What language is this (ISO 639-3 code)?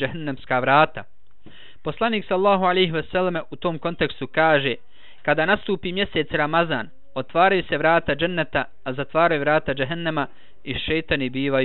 bos